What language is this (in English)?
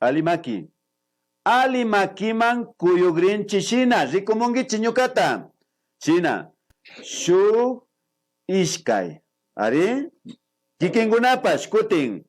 Imbabura Highland Quichua